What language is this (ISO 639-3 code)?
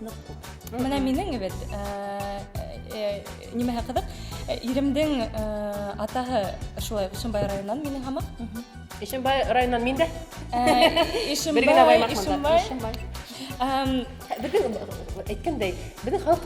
bak